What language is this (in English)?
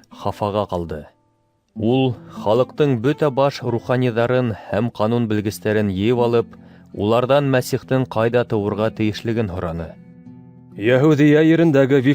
Bashkir